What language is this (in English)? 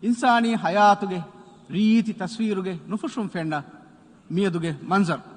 Divehi